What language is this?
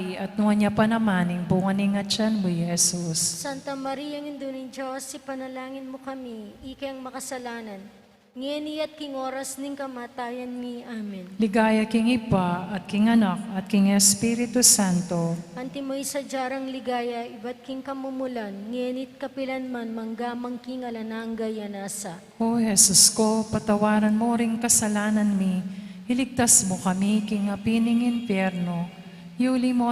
Pampanga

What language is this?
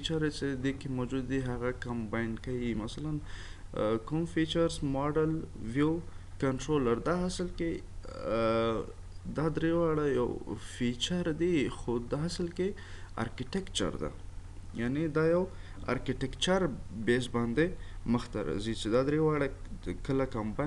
Pashto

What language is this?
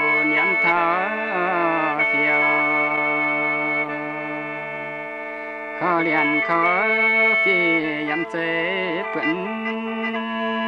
Vietnamese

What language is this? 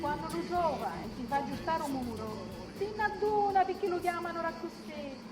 Sicilian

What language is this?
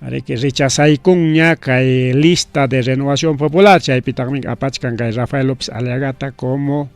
Ayacucho Quechua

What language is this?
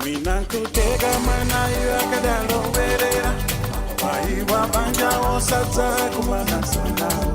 Nyanja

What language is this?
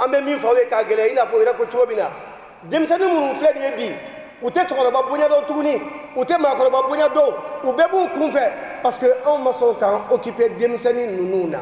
Bambara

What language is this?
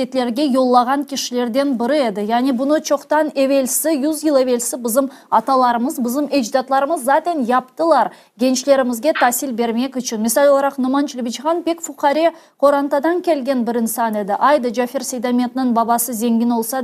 Crimean Tatar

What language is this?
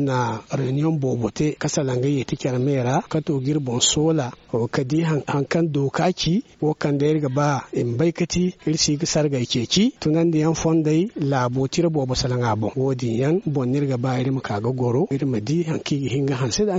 Zarma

